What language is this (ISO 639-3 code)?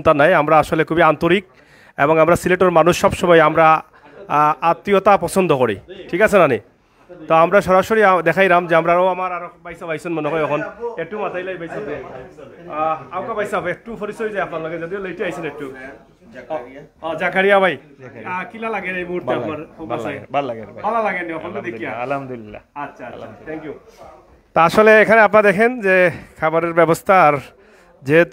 ben